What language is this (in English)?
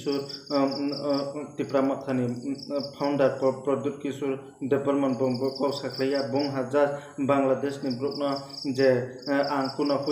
Riang (India)